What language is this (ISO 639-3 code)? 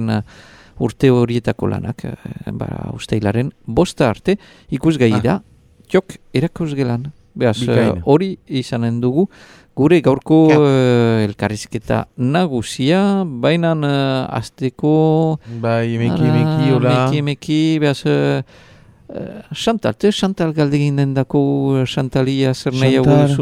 eus